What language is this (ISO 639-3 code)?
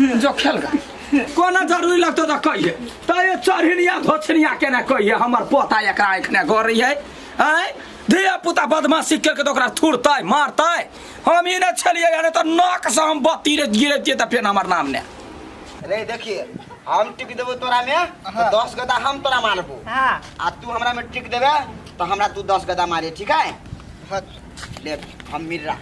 mai